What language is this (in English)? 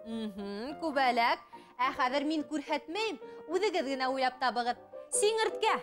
Bashkir